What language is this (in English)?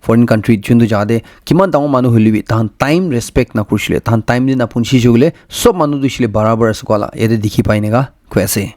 Naga Pidgin